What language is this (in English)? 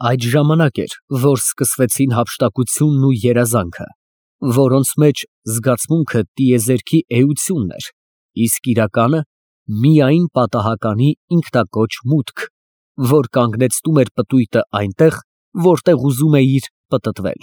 Armenian